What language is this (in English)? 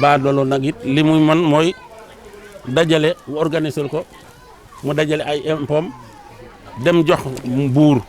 Wolof